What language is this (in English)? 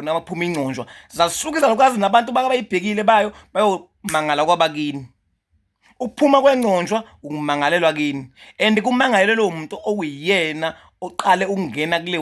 Zulu